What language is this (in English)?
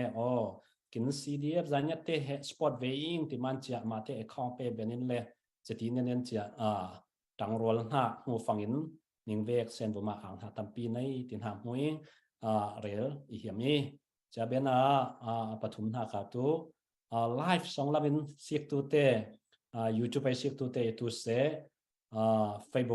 Falam Chin